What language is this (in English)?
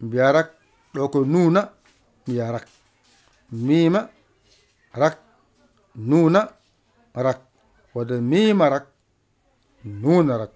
Fula